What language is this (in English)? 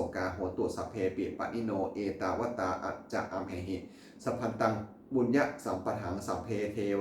Pali